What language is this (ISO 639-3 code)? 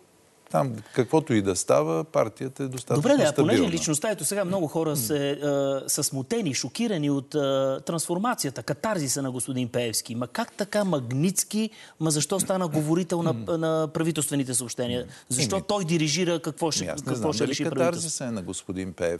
bul